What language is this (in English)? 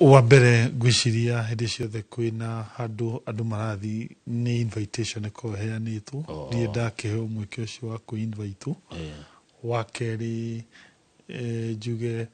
Kikuyu